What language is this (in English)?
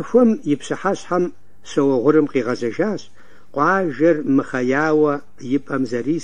Kabardian